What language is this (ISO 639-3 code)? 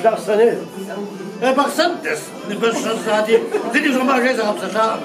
kbd